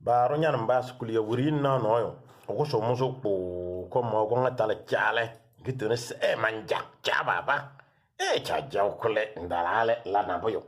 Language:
Kabiyè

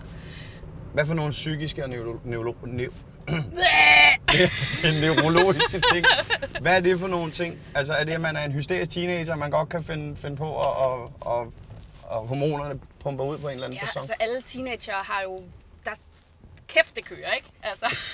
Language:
Danish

